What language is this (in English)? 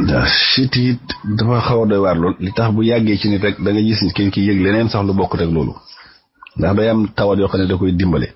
Wolof